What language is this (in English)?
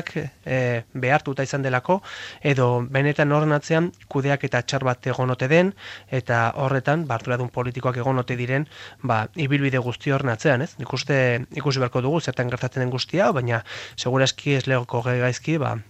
Basque